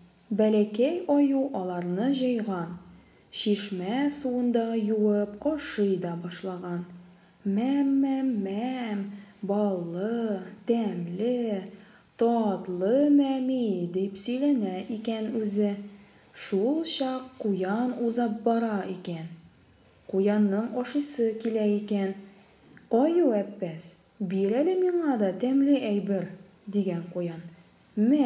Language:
Tatar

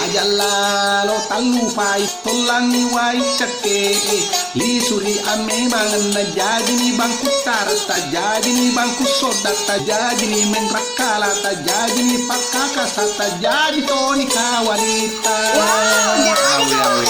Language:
Buginese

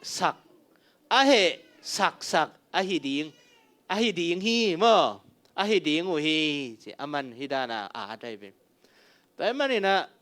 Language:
Tedim Chin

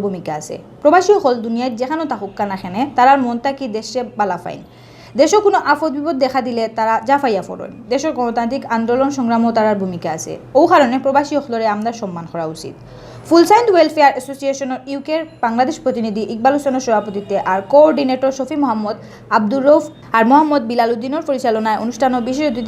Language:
Sylheti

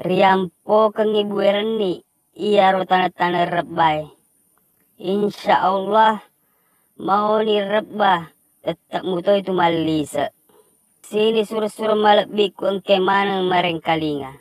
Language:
Buginese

